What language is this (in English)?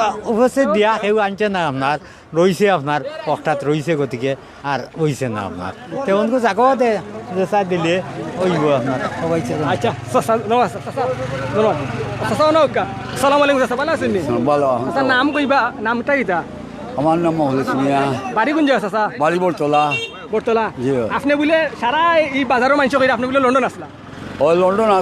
Sylheti